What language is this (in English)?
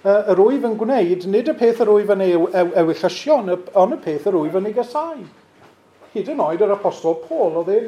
Welsh